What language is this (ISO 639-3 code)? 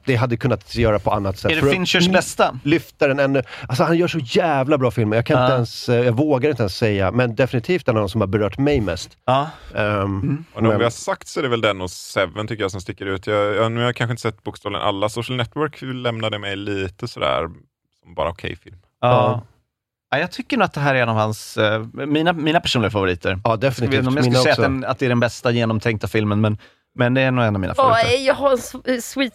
swe